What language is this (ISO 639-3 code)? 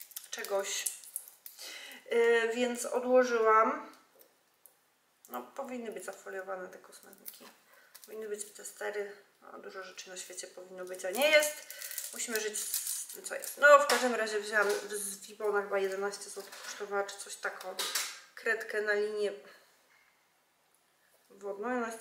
pol